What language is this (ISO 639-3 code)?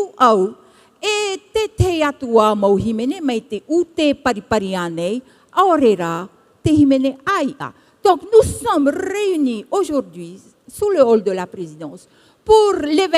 tah